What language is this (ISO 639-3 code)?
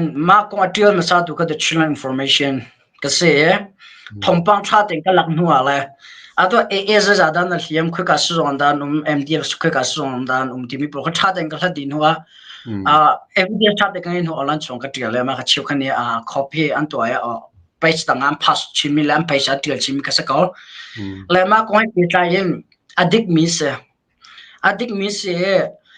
cnh